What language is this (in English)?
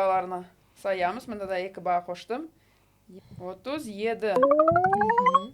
Crimean Tatar